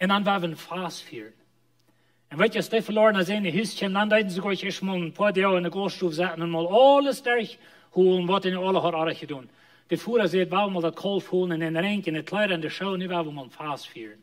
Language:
Plautdietsch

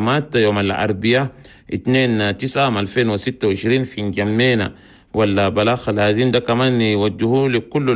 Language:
Chadian Arabic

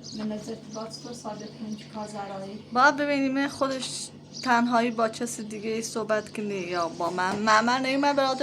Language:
Persian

